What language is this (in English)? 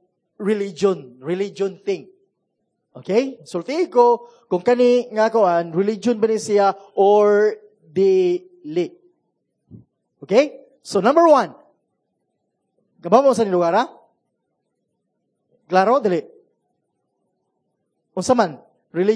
Cebuano